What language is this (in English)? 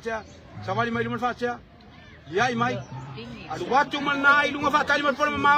Samoan